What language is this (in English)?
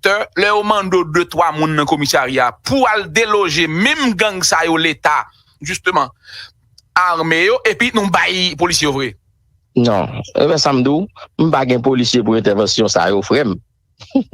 Haitian Creole